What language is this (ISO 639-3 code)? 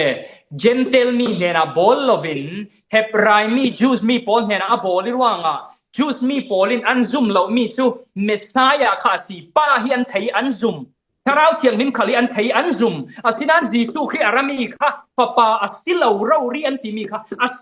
cfm